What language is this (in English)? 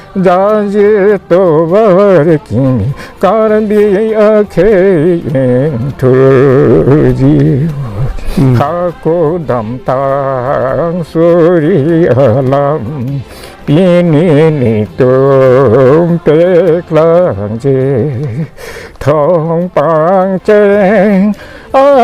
Karbi